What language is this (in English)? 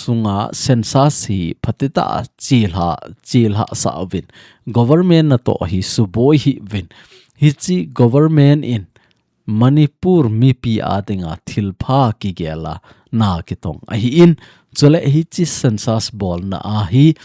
Thado Chin